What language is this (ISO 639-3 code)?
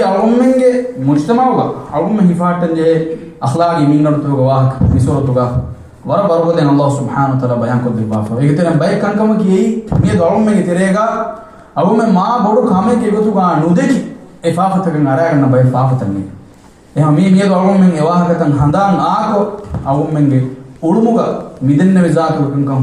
div